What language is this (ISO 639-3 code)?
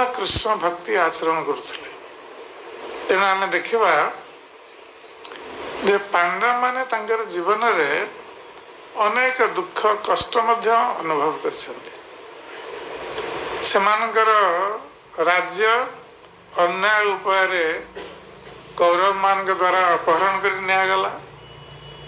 ori